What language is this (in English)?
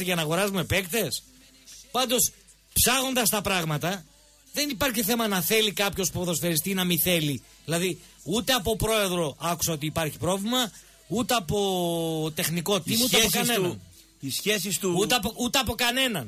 Greek